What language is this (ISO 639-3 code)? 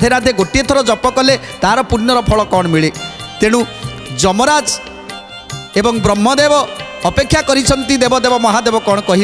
ori